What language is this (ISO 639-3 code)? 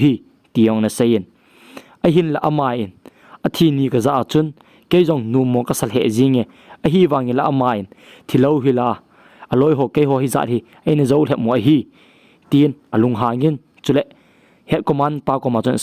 tcz